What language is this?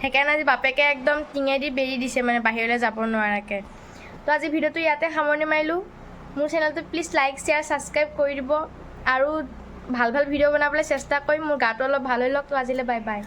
Assamese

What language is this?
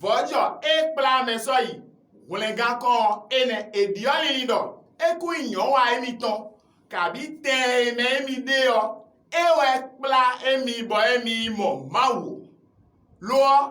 Fon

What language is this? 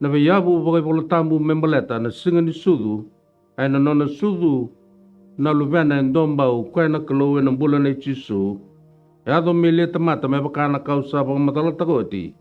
Fijian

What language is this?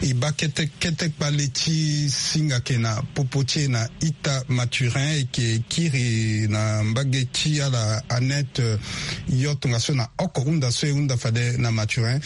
Sango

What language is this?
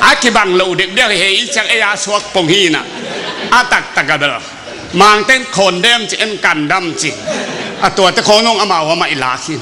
Tedim Chin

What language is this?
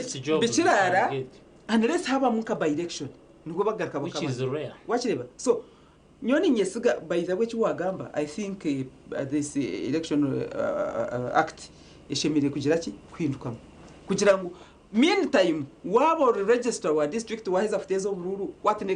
Nyankole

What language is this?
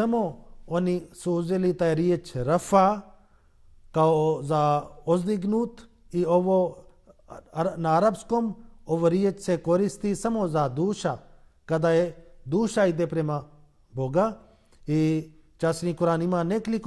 Bosnian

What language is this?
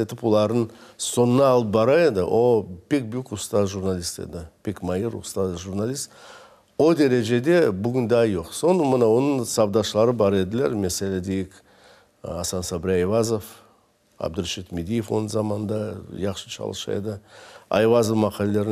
Crimean Tatar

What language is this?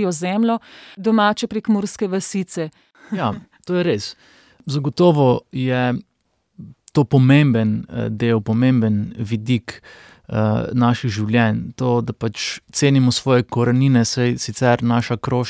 Slovenian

